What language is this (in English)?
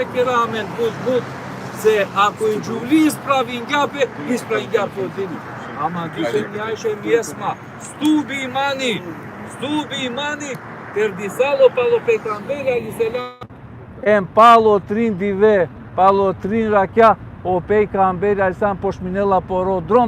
Balkan Romani